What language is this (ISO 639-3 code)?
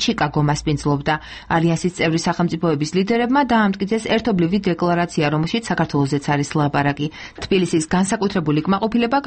kat